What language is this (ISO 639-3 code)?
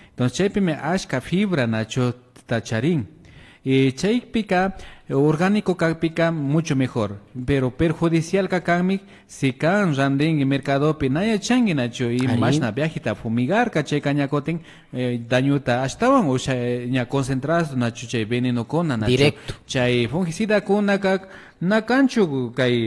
qvi